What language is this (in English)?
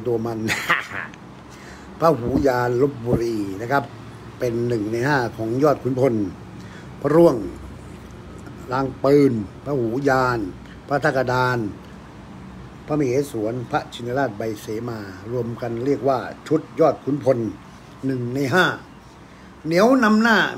Thai